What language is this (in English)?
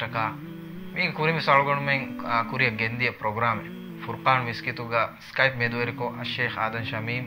Divehi